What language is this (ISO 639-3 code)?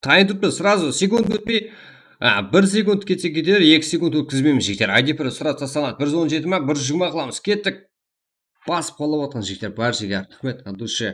kaa